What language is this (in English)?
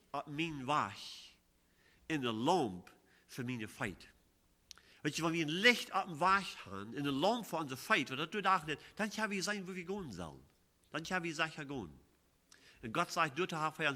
Plautdietsch